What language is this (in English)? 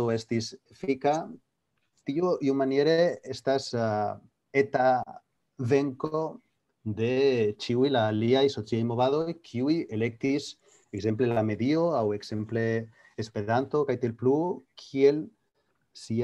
Esperanto